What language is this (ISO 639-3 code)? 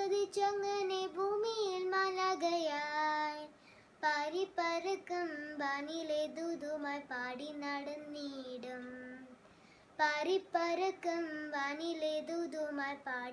mal